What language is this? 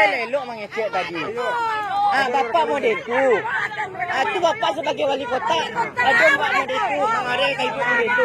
Minangkabau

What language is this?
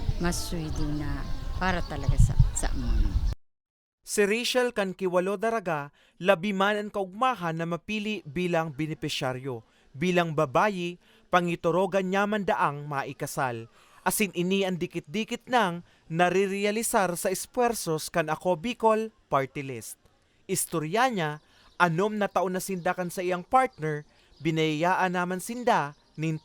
Bikol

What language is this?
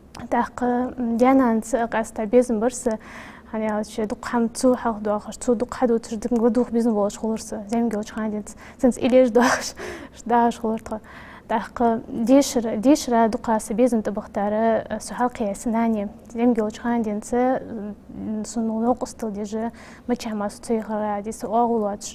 Ingush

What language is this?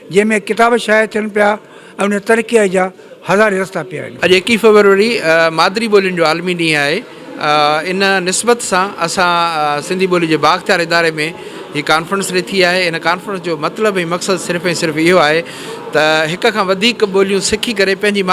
Sindhi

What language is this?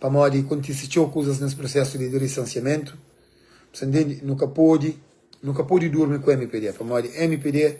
Kabuverdianu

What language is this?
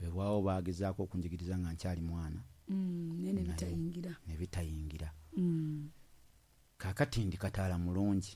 Ganda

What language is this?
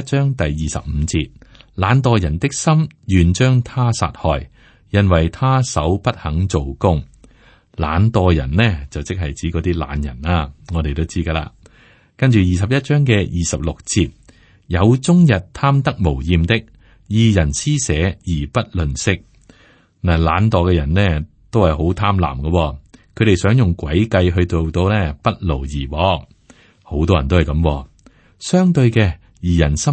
Cantonese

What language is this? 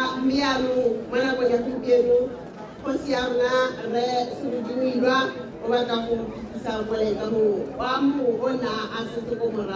Tswana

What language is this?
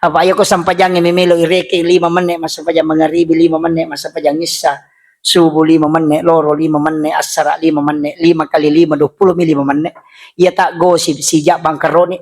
Buginese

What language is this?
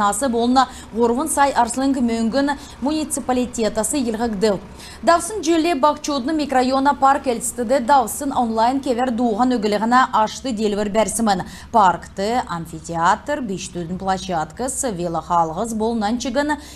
Kalmyk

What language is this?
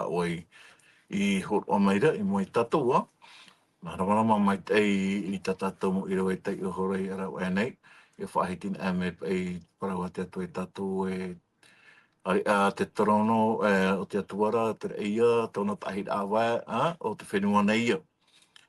Tahitian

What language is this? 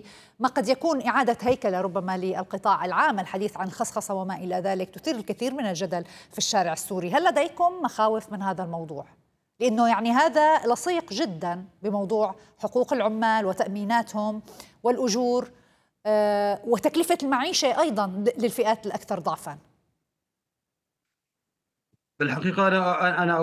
Arabic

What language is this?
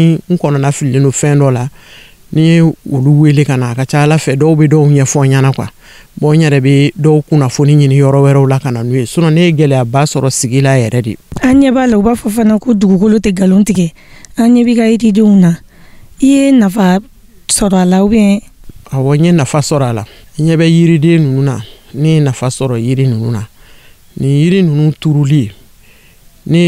Bambara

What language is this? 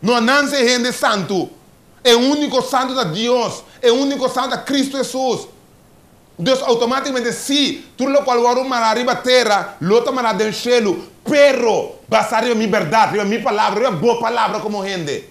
Papiamento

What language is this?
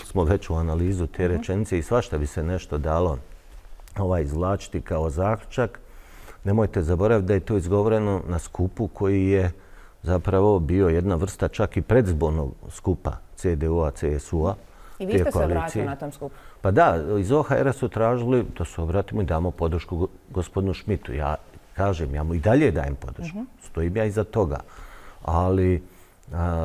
Bosnian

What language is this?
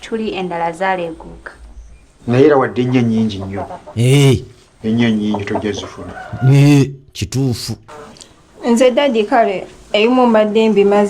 Ganda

